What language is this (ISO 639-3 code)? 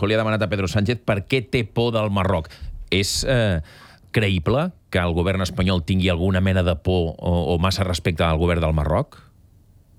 cat